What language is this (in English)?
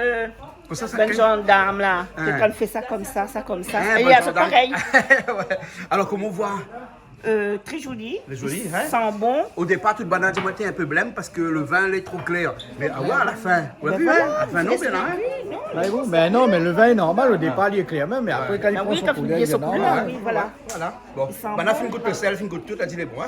Réunion Creole French